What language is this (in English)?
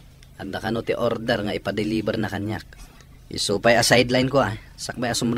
Iloko